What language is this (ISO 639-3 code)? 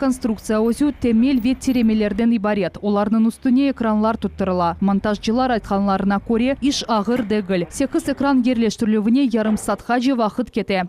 crh